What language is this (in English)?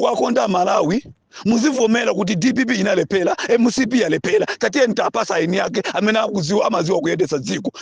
Nyanja